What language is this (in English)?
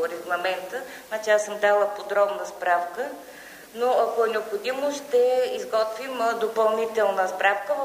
Bulgarian